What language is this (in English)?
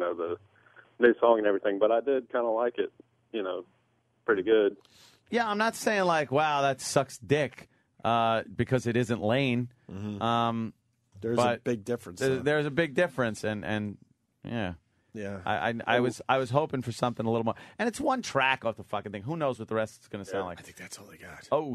English